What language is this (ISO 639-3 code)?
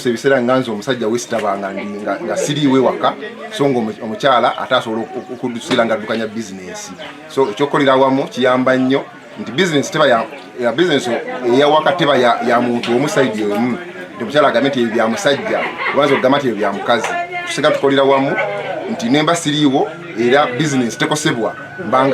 lug